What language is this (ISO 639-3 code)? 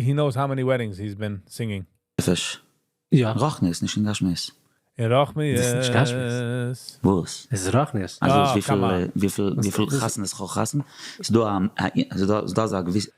yid